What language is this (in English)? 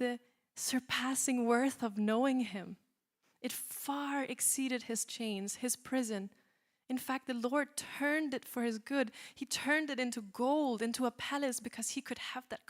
English